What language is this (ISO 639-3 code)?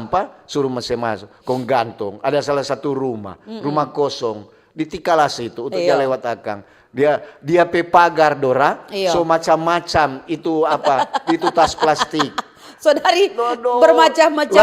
xmm